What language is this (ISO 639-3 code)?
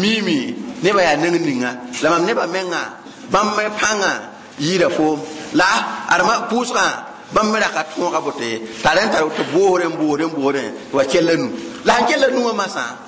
mos